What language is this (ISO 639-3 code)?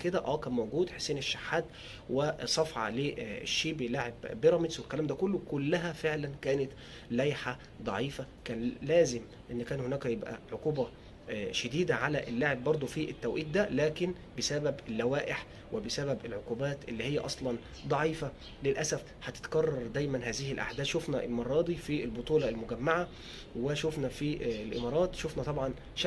arz